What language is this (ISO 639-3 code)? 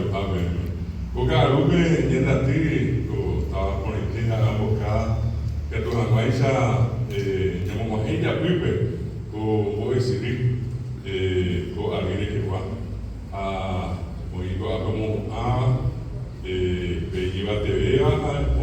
grn